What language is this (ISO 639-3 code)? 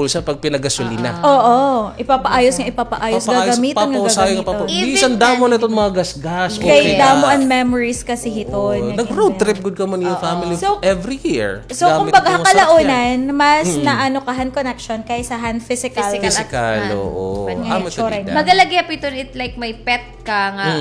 war